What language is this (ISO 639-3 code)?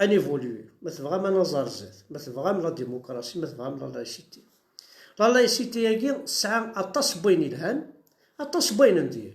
kab